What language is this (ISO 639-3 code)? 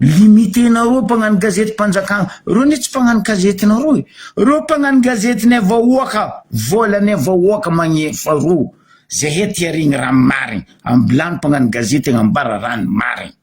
mlg